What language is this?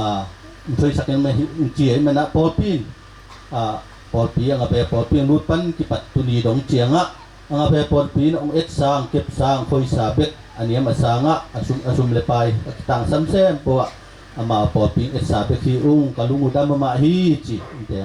Tedim Chin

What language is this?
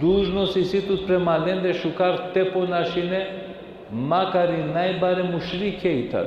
Balkan Romani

